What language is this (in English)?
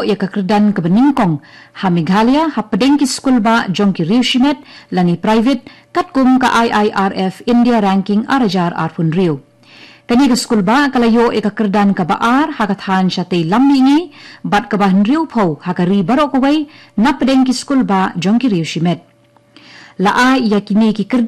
Khasi